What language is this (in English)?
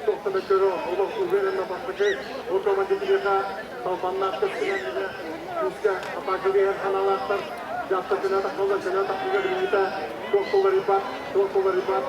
Yakut